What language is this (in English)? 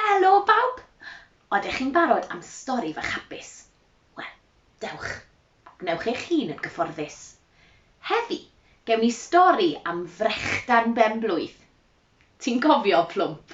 Welsh